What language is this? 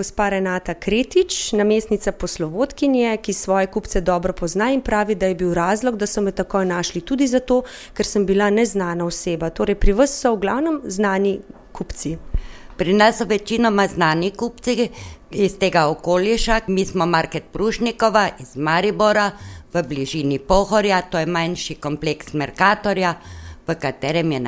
Slovenian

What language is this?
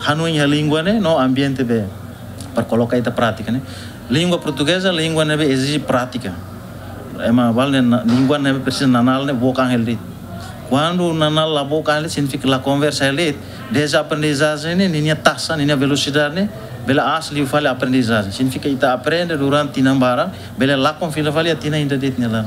Tetum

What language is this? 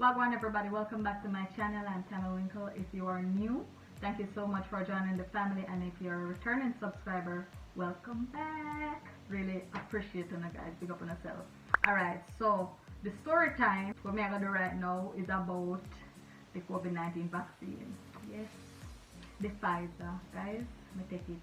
Jamaican Creole English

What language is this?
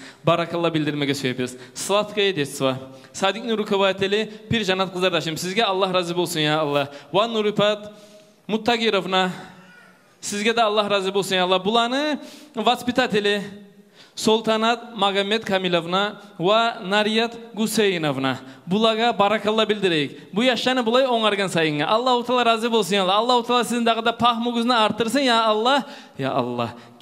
Kumyk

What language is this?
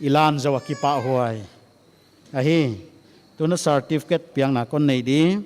Paite Chin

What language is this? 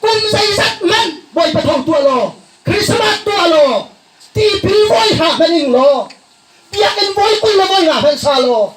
Hakha Chin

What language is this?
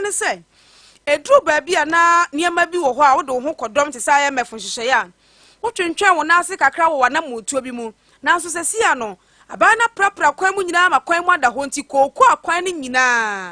Akan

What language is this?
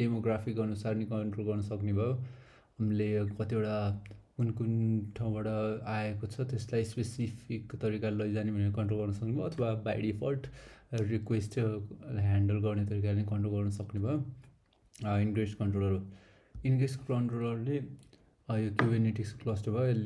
Nepali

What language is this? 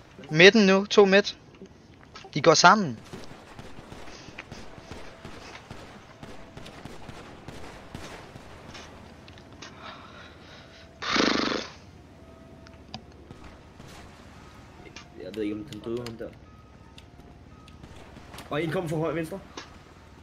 Danish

